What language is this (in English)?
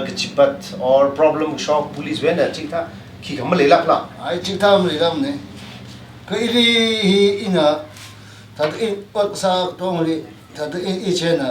Tangkhul Naga (India)